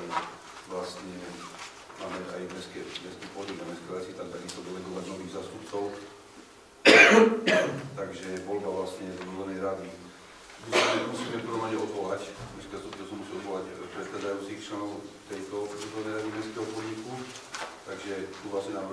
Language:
Slovak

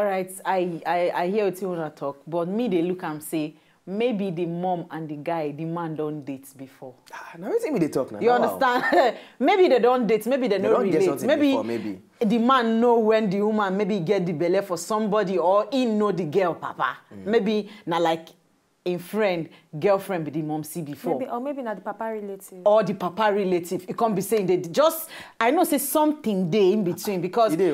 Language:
Nigerian Pidgin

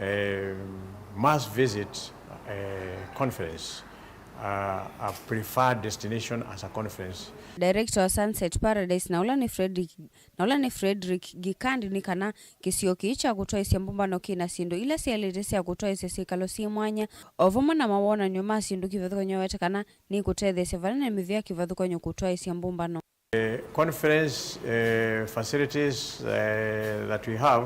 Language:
Kamba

